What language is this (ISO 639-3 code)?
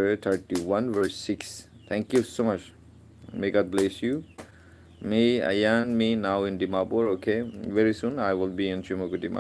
nag